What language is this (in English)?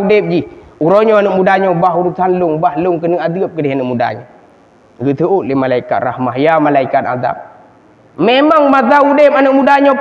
Achinese